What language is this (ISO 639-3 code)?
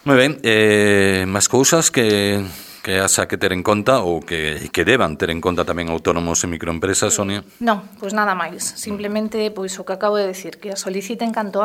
glg